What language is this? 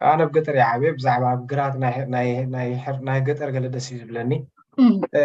Tigrinya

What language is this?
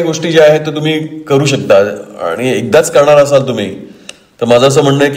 Marathi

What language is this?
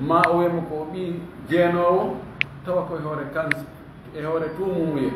Fula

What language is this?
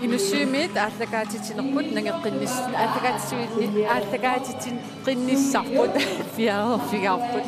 Kalaallisut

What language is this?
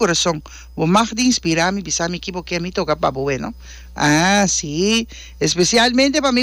Papiamento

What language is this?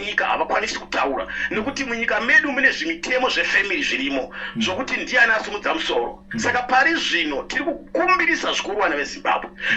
Shona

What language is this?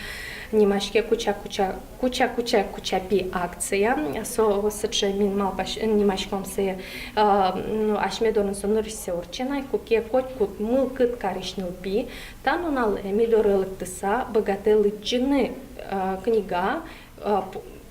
Udmurt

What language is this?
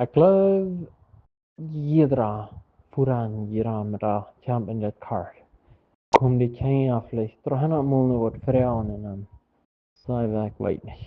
Plautdietsch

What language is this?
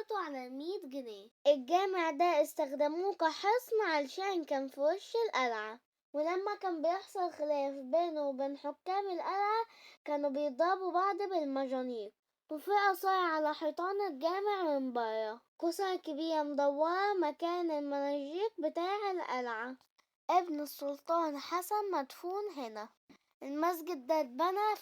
Egyptian Arabic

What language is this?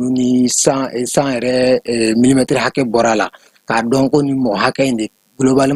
Bambara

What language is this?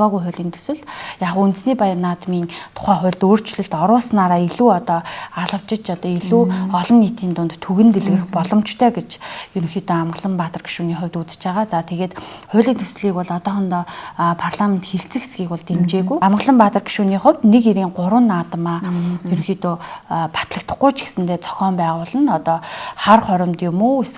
Mongolian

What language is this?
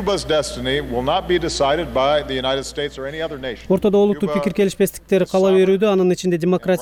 Kyrgyz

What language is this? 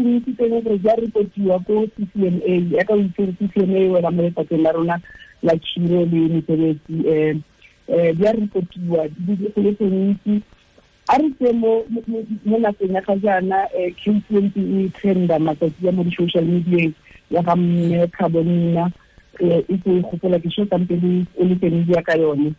Tswana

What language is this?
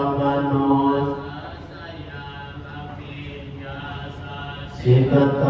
Pali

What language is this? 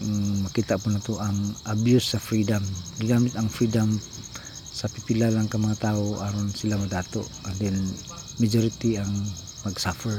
Cebuano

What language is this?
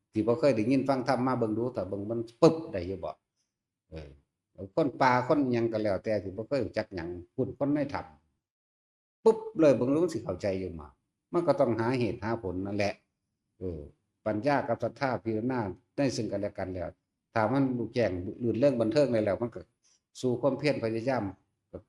Northeastern Thai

